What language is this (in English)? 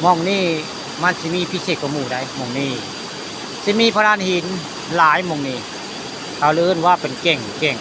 Northeastern Thai